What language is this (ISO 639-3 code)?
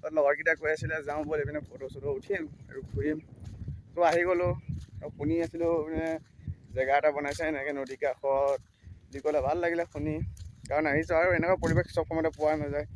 asm